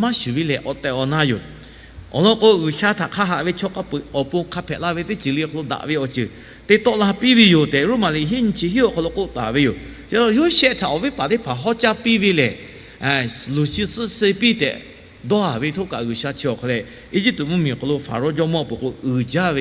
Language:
Lahu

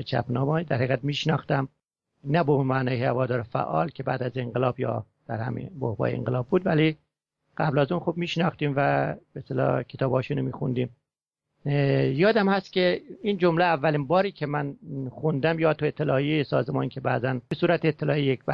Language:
Persian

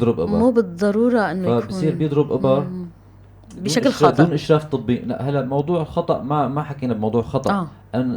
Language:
North Levantine Arabic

